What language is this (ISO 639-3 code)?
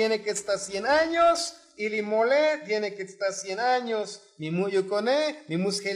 tzo